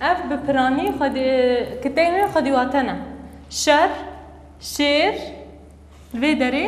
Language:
Kurdish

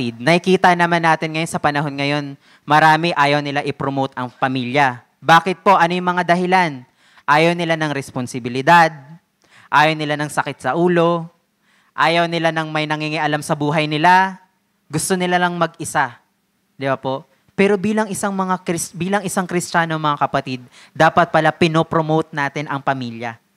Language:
Filipino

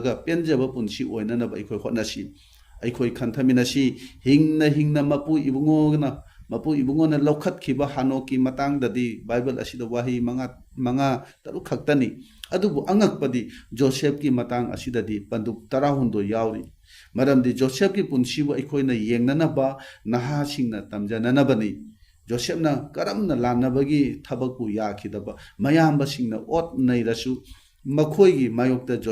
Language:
Manipuri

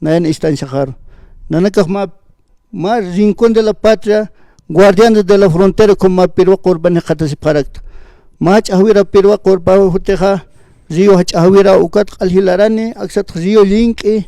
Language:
Aymara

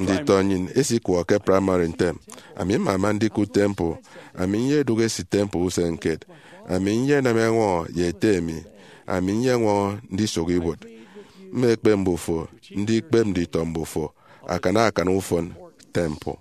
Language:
Efik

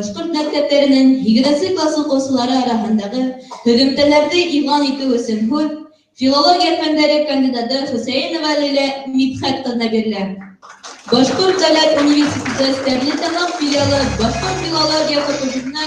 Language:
Bashkir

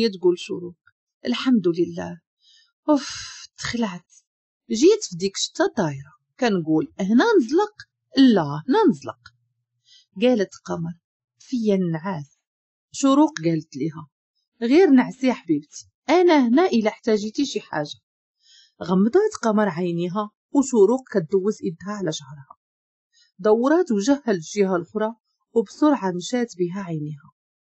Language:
Moroccan Arabic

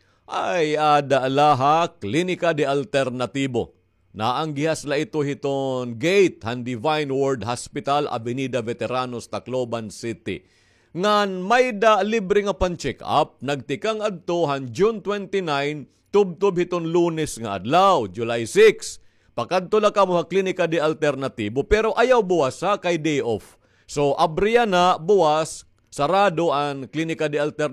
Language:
Waray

